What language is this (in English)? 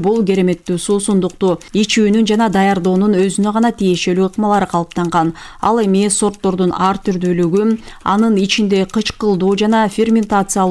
Kyrgyz